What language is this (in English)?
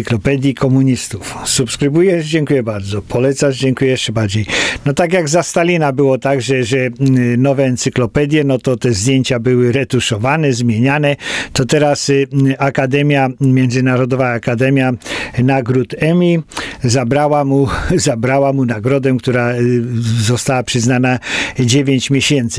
Polish